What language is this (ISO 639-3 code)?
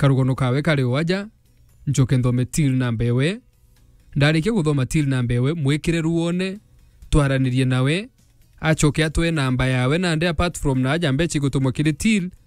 mer